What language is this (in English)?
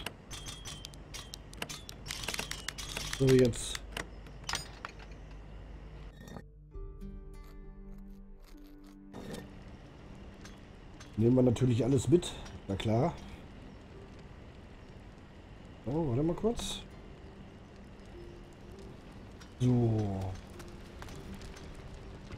German